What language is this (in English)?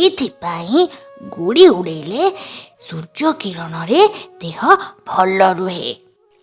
Odia